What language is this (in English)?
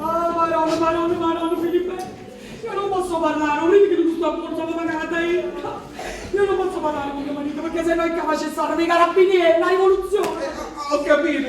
Neapolitan